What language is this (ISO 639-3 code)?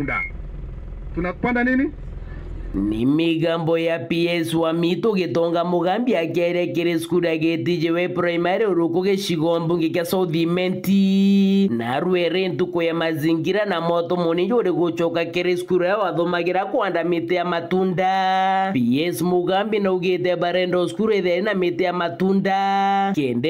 mer